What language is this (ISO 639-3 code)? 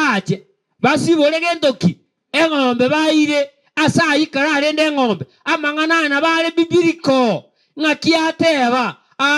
guz